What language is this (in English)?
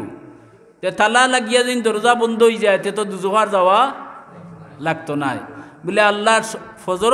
Sylheti